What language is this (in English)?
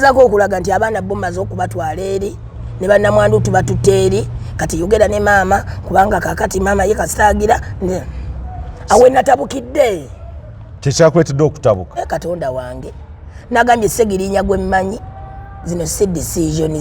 Ganda